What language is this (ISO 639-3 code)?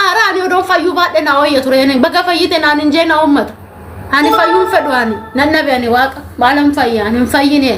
orm